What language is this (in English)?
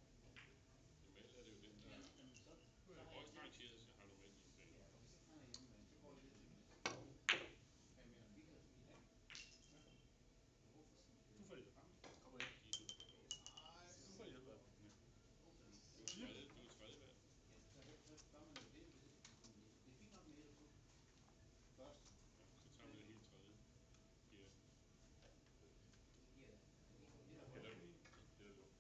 Danish